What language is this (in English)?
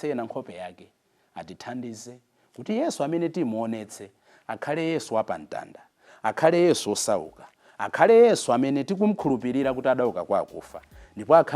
Nyanja